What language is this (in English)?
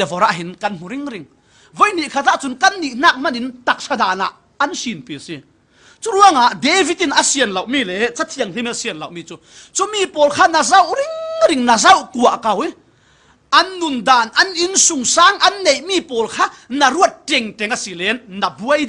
Falam Chin